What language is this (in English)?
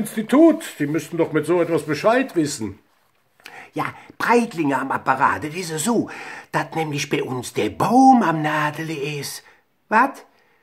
Colognian